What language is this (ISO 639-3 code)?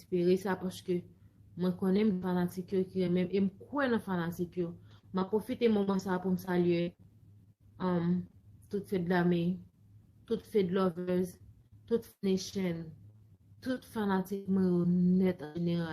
hat